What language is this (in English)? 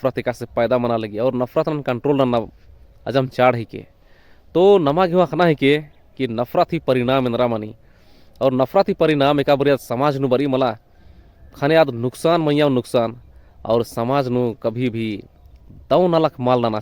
Kurukh